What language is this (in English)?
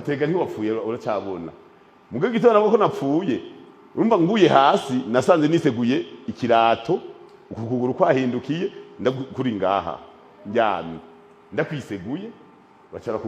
Rundi